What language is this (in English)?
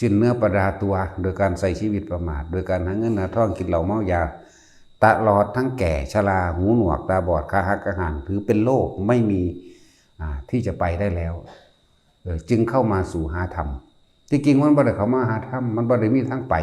Northeastern Thai